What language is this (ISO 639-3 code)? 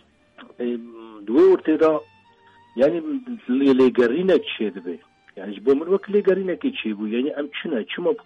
kur